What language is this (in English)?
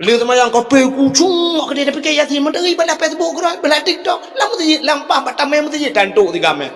Achinese